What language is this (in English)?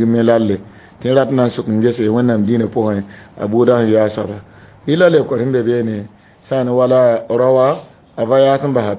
Mossi